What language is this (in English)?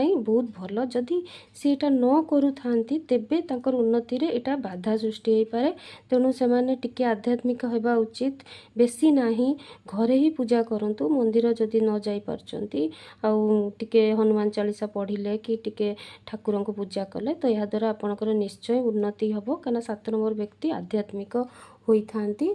Odia